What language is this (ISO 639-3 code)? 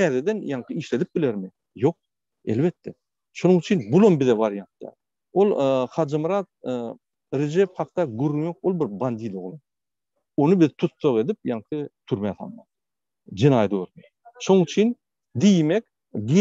tuk